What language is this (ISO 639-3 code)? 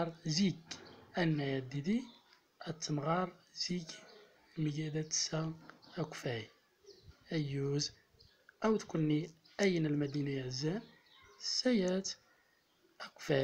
tzm